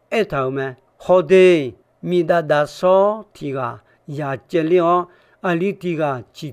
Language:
Akha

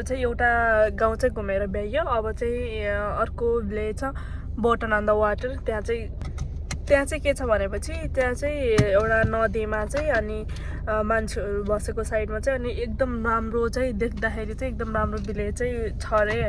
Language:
Nepali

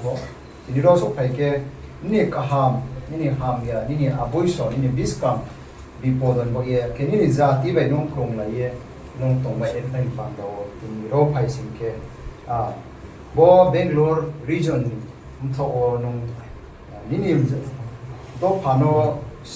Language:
Riang (India)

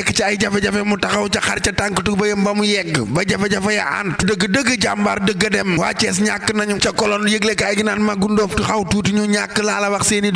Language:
Wolof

